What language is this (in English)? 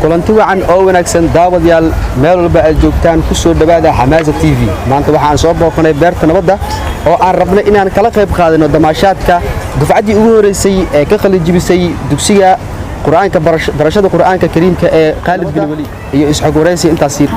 Somali